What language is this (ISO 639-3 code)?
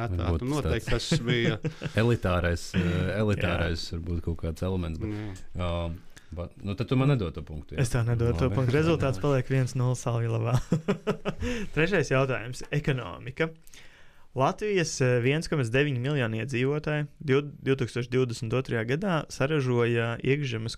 lav